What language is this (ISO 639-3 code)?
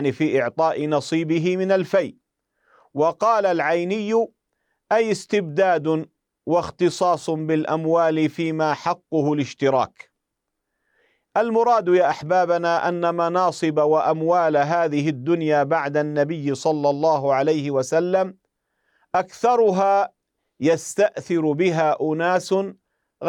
ara